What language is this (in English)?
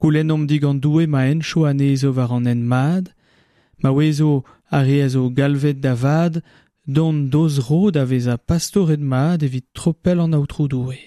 Breton